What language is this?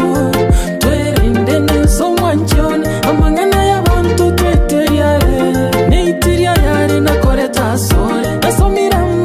Gusii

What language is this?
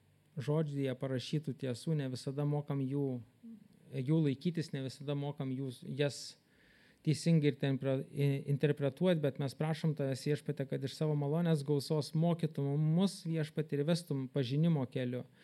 Lithuanian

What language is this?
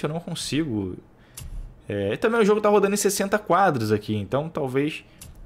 Portuguese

